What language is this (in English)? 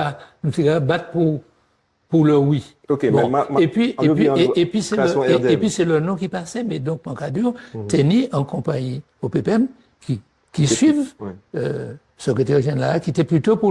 Guadeloupean Creole French